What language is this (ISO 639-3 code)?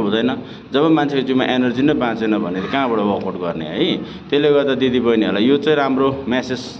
nep